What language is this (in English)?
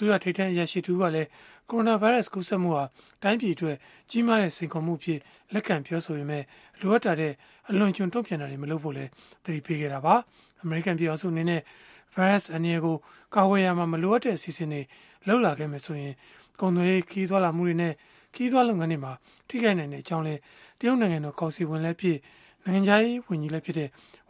Burmese